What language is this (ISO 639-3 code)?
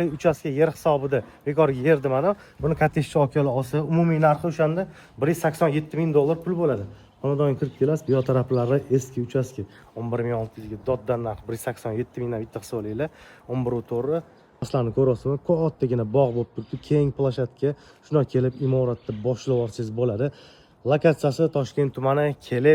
uzb